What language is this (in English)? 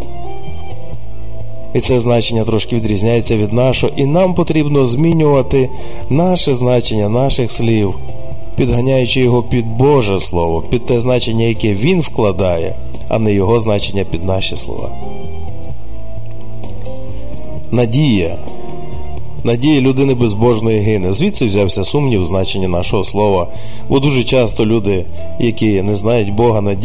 Ukrainian